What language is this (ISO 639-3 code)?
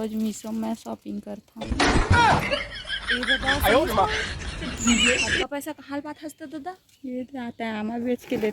hne